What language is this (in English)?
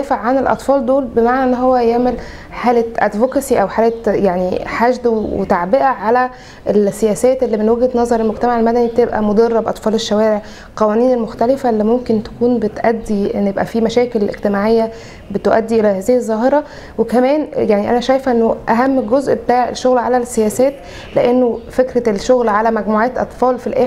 Egyptian Arabic